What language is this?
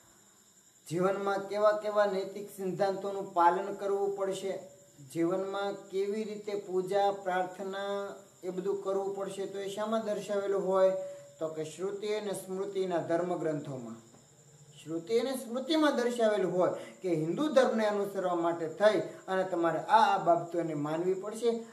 Gujarati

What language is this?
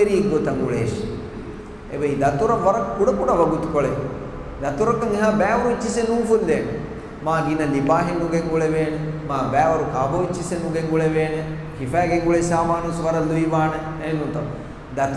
Divehi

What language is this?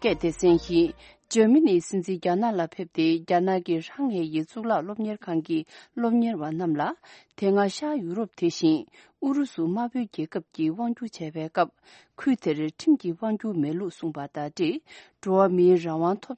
Tibetan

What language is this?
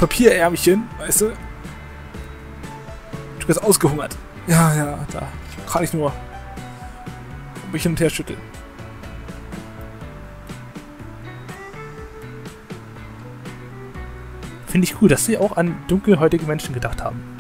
German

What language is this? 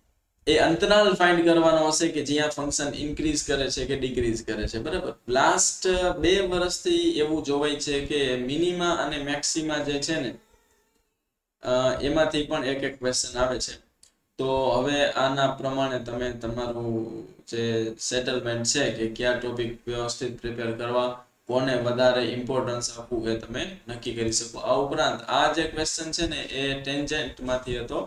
Gujarati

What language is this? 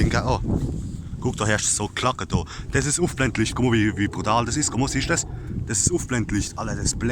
Palatine German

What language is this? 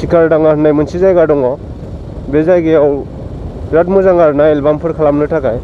Bodo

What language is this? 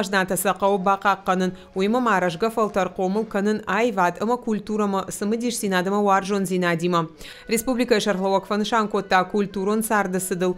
Ossetic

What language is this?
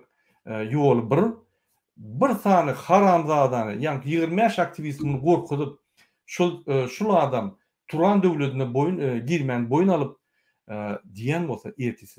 Turkmen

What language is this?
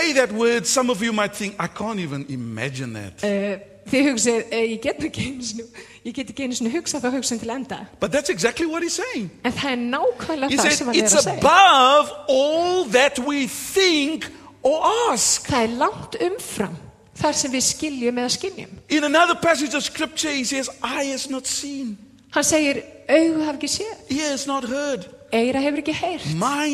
Icelandic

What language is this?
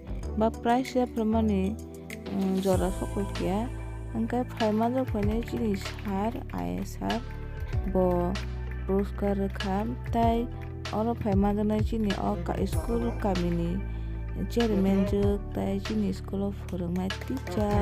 Kok Borok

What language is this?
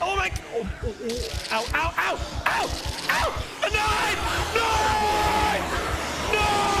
Bavarian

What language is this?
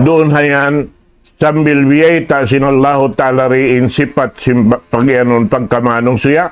Tausug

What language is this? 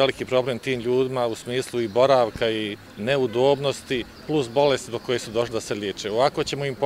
Bosnian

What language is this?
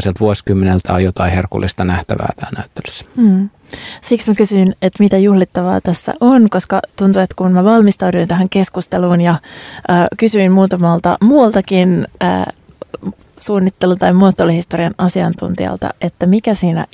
Finnish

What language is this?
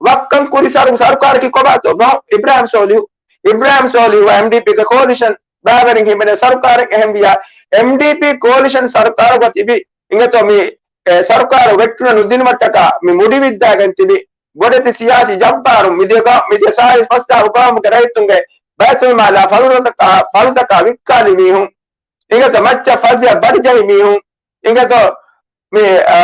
Divehi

